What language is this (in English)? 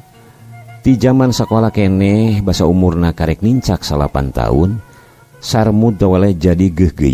Sundanese